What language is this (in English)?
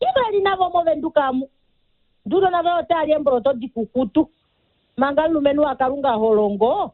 Kuanyama